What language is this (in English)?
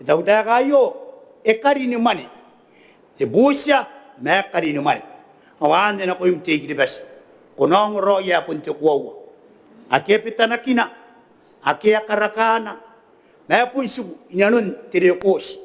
Gilbertese